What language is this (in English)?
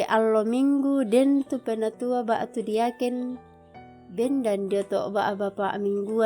Toraja-Sa'dan